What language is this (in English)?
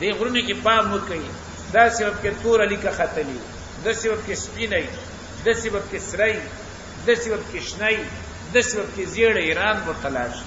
Pashto